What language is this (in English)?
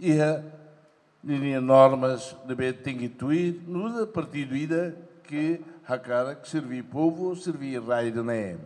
Tetum